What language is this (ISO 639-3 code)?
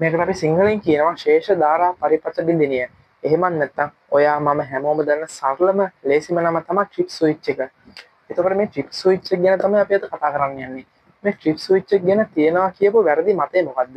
sin